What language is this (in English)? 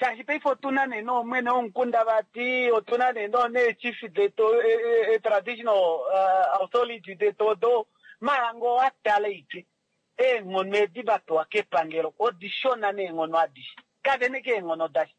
Kuanyama